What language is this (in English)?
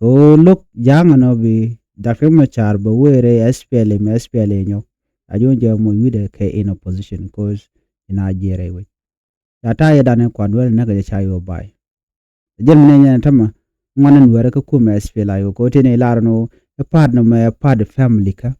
Nuer